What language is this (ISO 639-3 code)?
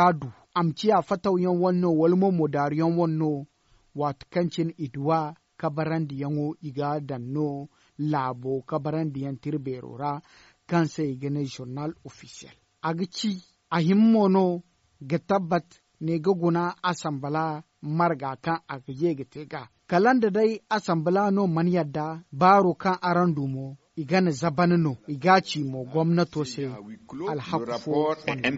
dje